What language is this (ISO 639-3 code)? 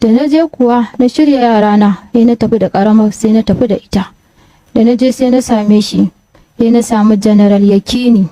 hau